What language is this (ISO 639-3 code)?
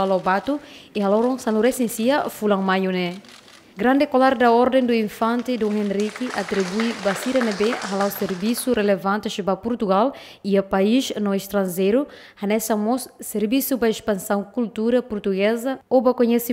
tet